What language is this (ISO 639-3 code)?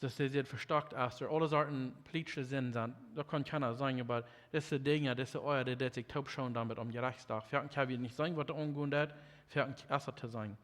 pdt